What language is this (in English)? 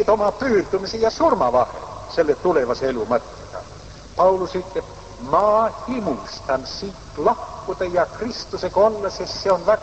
Estonian